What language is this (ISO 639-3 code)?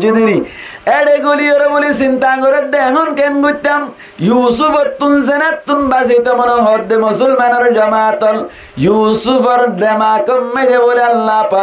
rhg